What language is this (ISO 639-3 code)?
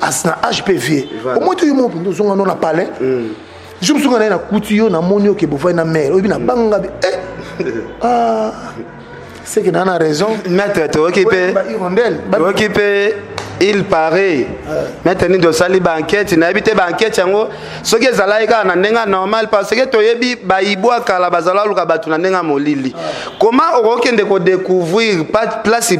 lin